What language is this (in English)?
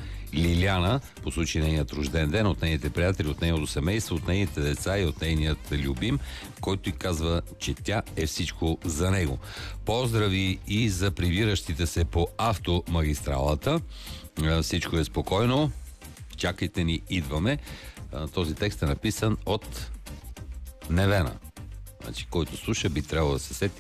Bulgarian